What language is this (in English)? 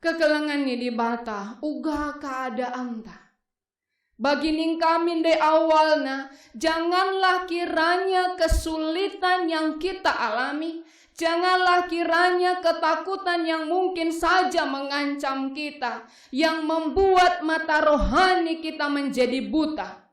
Batak Karo